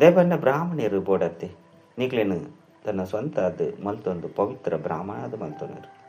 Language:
Tulu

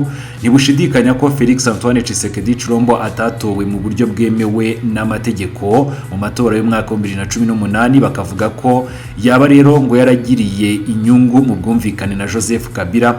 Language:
Kinyarwanda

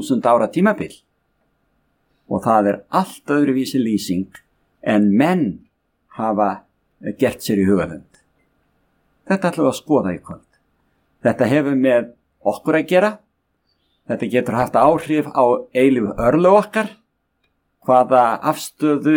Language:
Icelandic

